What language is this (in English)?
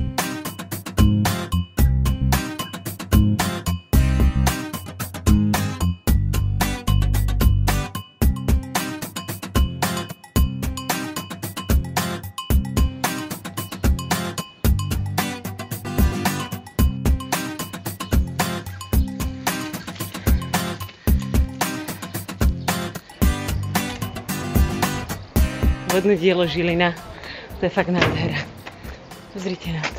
Slovak